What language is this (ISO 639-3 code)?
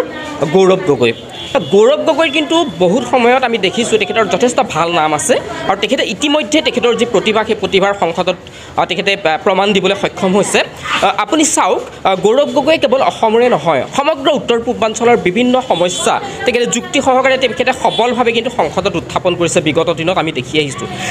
asm